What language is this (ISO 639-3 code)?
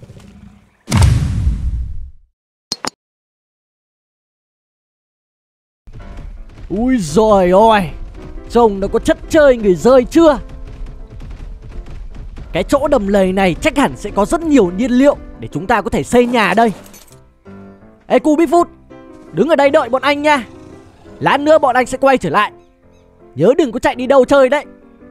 vie